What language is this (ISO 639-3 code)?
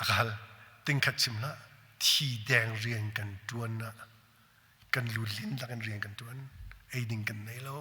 cnh